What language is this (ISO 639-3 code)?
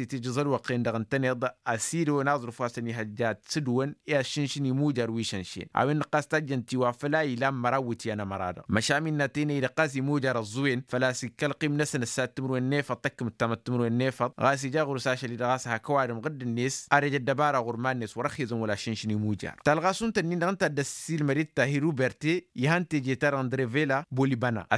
taq